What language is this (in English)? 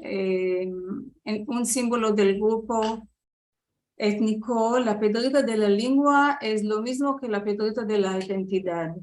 Ladino